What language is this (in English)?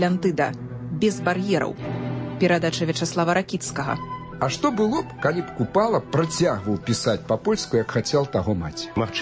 Belarusian